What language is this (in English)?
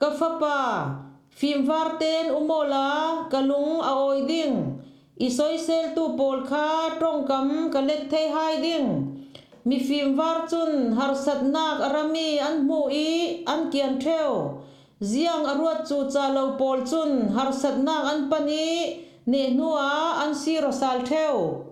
Falam Chin